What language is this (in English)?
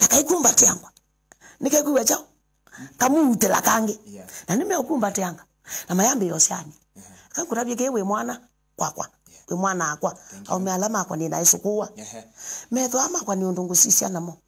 Kamba